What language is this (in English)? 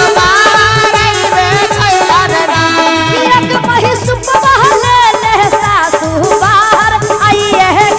Magahi